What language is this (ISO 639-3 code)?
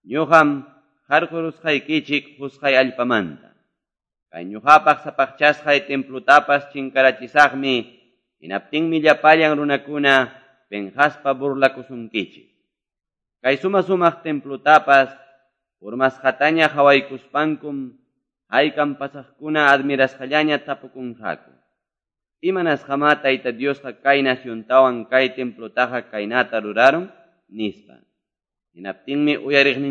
que